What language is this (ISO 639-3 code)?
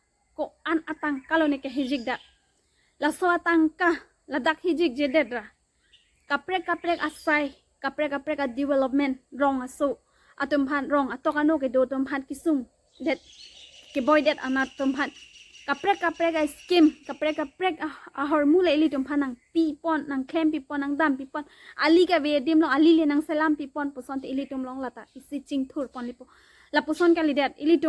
mjw